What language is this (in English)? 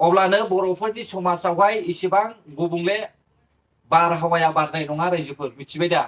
Bodo